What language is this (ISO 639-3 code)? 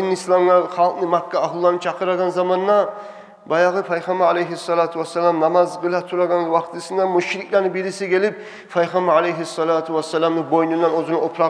kum